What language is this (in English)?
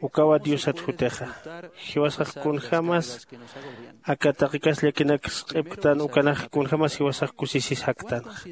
Aymara